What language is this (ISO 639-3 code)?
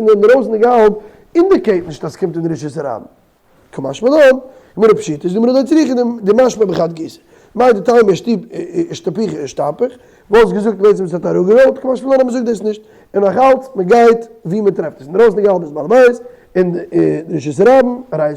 yid